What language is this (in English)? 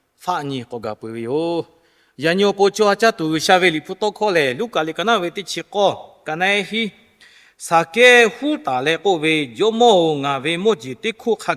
Lahu